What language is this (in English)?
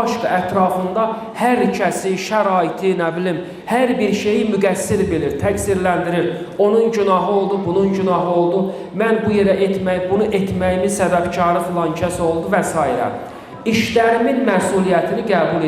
Azerbaijani